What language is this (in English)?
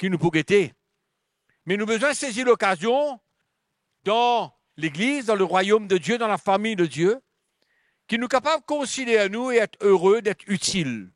Morisyen